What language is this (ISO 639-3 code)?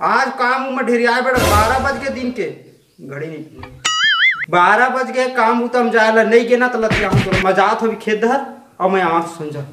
hne